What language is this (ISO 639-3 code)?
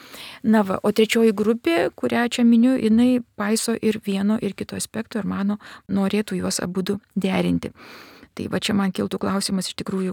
lit